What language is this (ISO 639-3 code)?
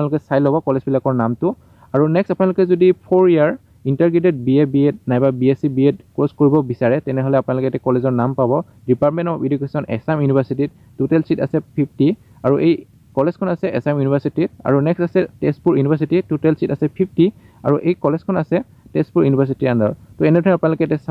asm